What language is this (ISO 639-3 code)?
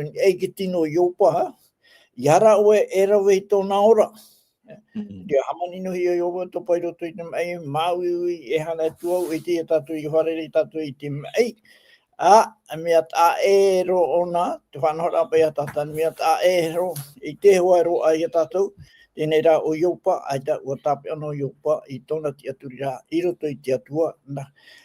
tah